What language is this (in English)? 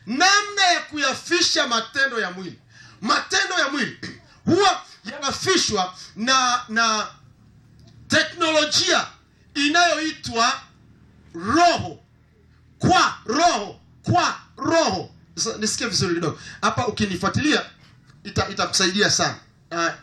Swahili